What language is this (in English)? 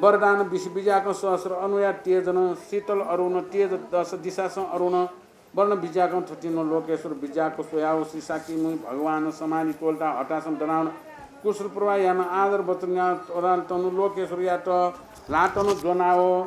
Newari